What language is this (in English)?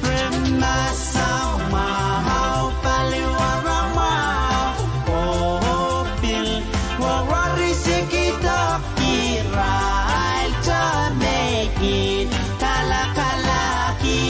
Pohnpeian